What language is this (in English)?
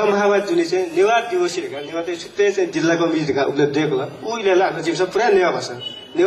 Newari